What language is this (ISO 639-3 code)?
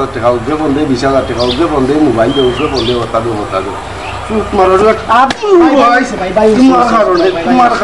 syl